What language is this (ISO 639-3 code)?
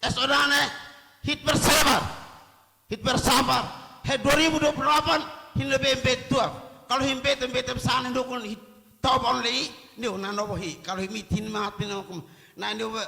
tet